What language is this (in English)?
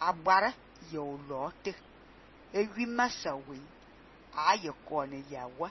Fang